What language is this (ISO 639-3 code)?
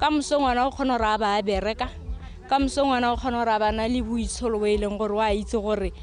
tsn